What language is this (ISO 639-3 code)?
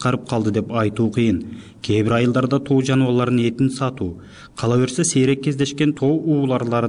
kir